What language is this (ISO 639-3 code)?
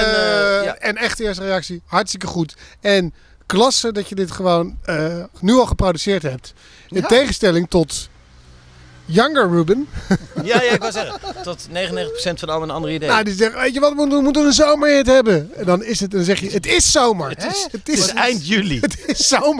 nld